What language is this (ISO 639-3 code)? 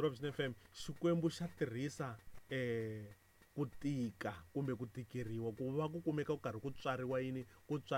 tso